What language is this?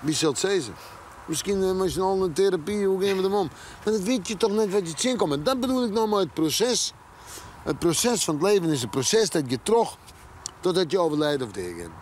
Western Frisian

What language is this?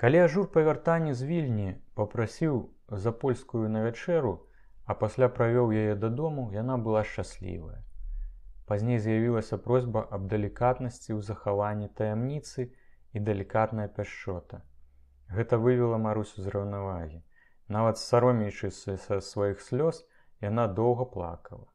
Belarusian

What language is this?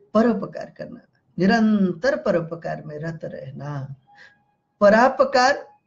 Hindi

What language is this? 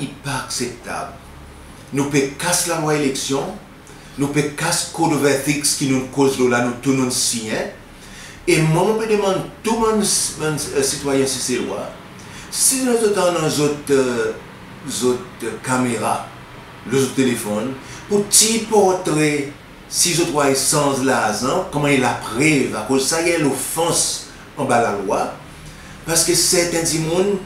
Seselwa Creole French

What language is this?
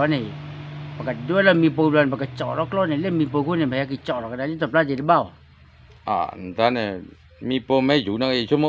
S'gaw Karen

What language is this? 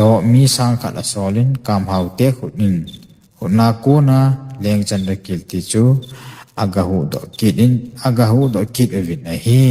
Thado Chin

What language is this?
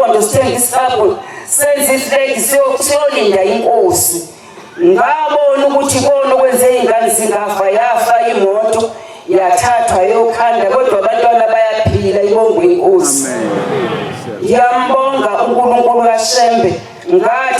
Zulu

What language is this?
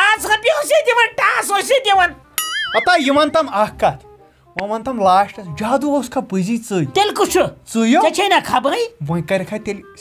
Kashmiri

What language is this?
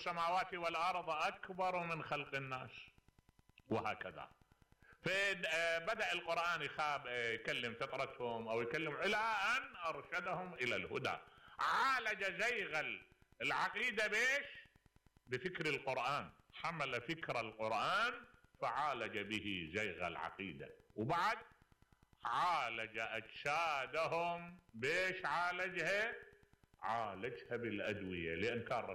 Mesopotamian Arabic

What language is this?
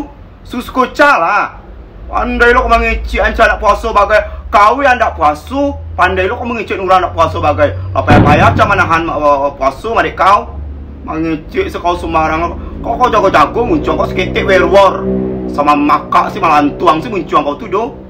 Minangkabau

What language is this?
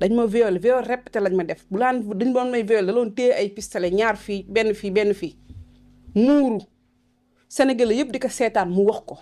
Wolof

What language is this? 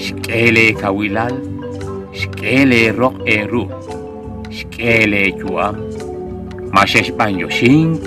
Kekchí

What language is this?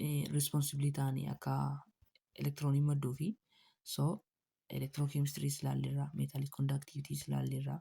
Oromo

